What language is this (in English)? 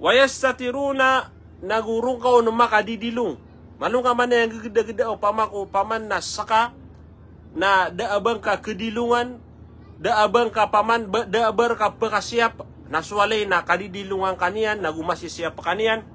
Maranao